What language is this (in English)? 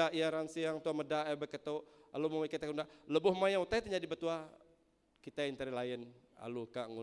Iban